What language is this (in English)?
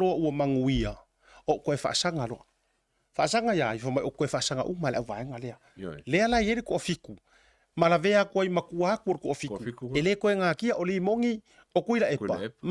Samoan